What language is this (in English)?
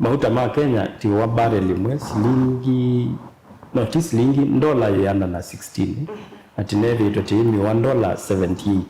Kamba